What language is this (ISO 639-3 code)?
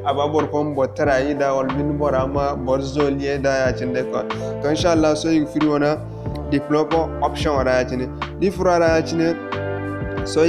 dje